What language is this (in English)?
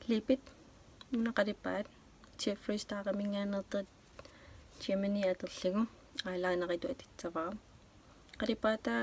Kalaallisut